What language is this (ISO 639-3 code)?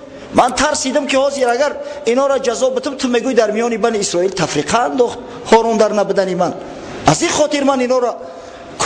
tgk